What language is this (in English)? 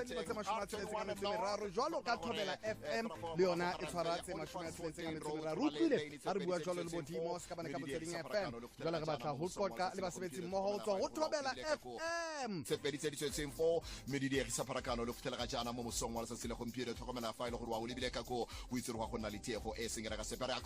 Tswana